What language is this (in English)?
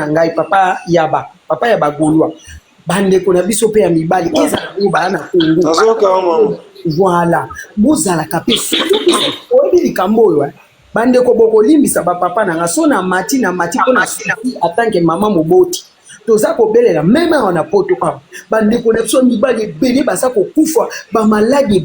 Lingala